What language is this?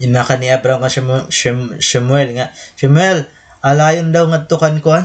Waray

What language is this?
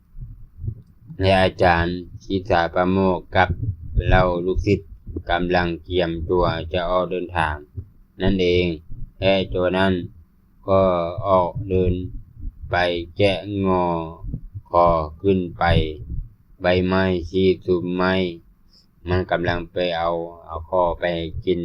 Lao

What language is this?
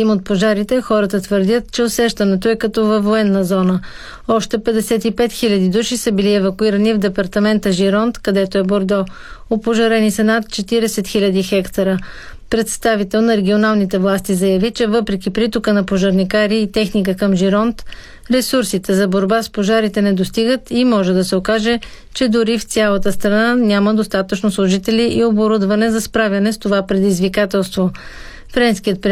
Bulgarian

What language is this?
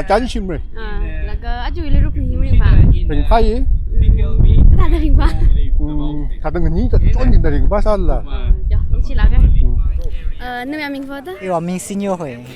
Tangkhul Naga (India)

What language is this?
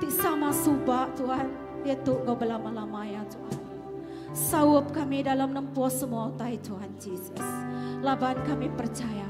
Iban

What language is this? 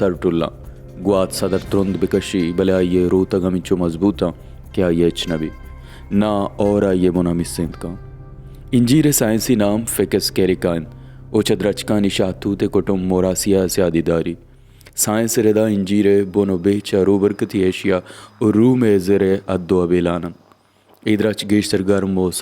Baluchi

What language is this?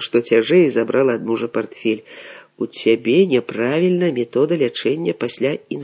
Belarusian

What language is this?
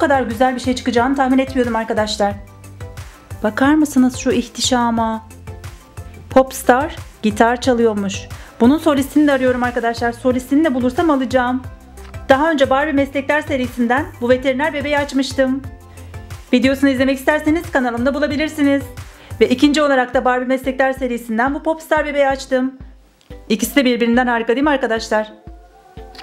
Turkish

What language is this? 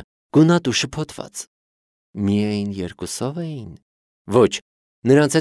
Armenian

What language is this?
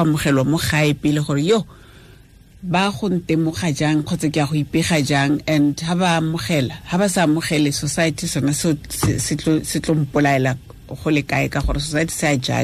Tswana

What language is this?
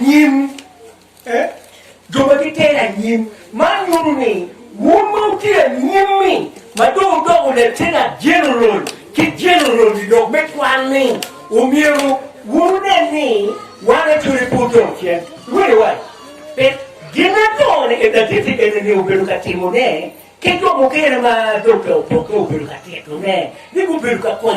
Acoli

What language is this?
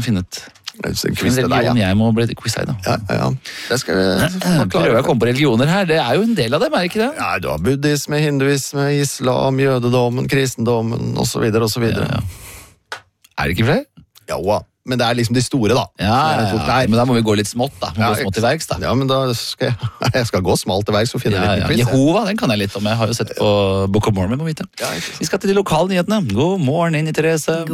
Norwegian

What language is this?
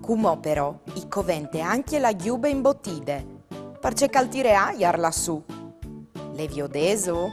Friulian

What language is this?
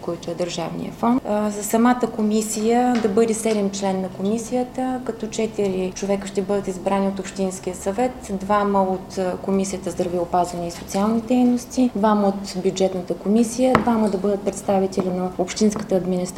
Bulgarian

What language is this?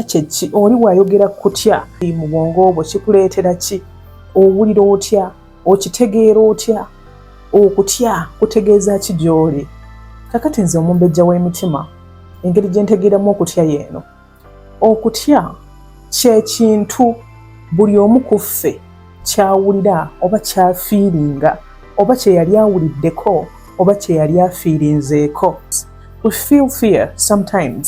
Ganda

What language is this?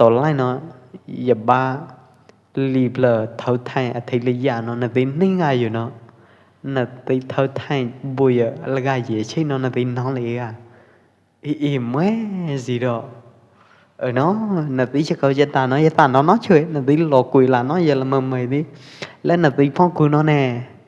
Pwo Eastern Karen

